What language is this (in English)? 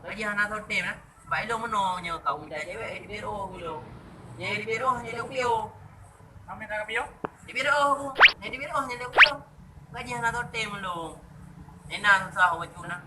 Achinese